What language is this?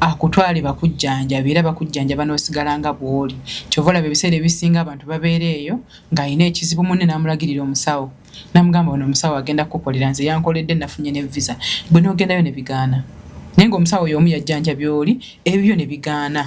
Ganda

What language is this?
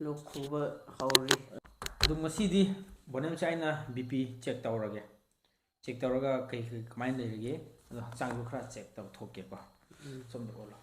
Manipuri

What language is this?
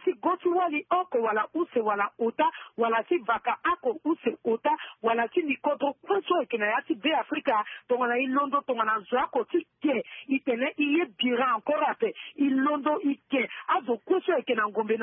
Sango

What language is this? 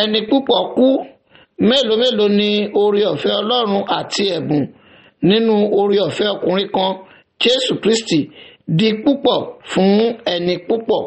Yoruba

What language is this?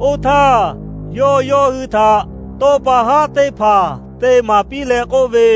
Lahu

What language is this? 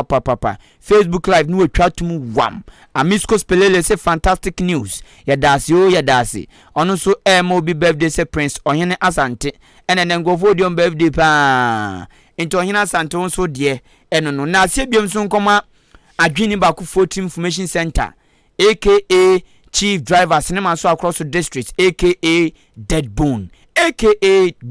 Akan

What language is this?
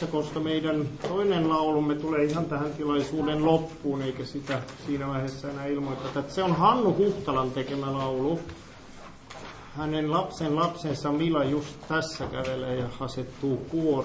Finnish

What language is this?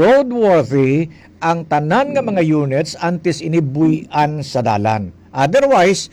Hiligaynon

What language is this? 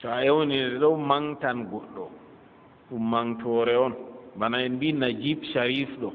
Fula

